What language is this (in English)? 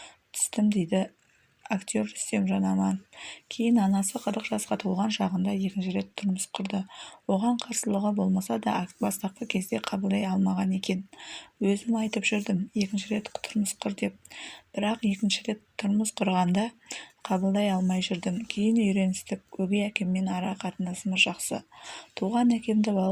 Kazakh